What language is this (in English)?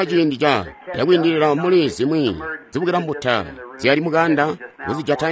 Tonga (Zambia)